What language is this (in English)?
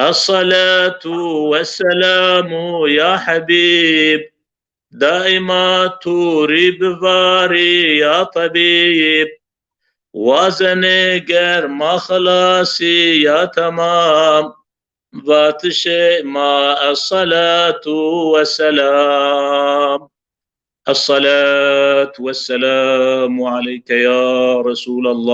Zaza